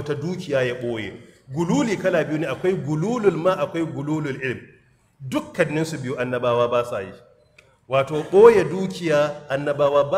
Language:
Hausa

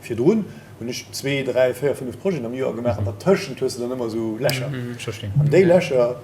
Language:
Luxembourgish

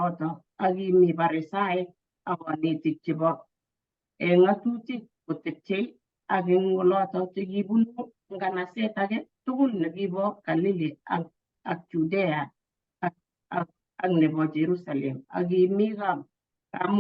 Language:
Kalenjin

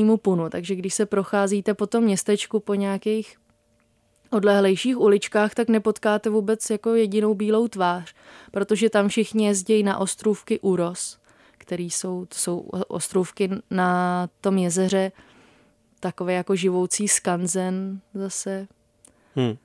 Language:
Czech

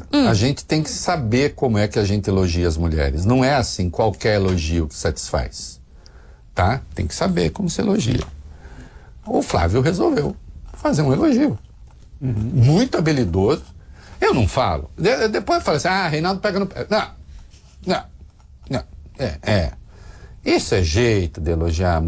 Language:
Portuguese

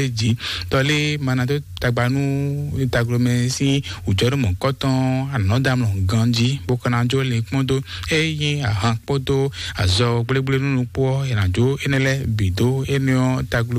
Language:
Fon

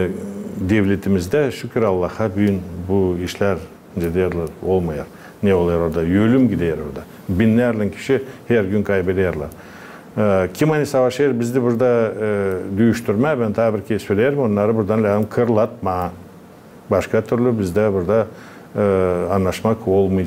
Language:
Gagauz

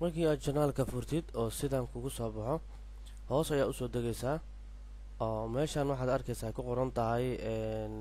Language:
Somali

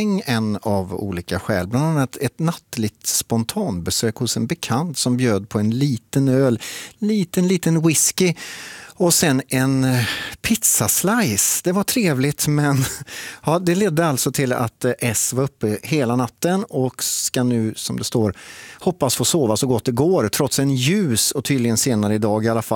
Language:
Swedish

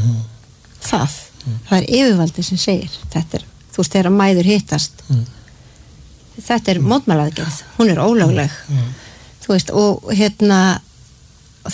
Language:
Icelandic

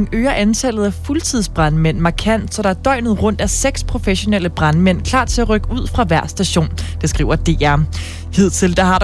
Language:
Danish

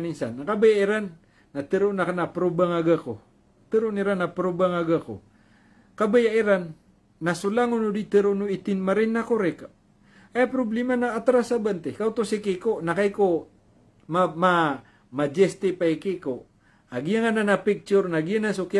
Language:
Maranao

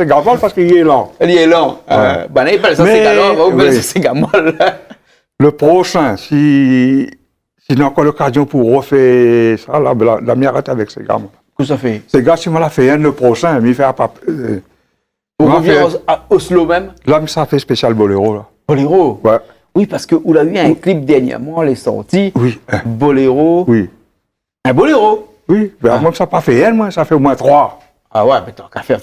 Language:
Réunion Creole French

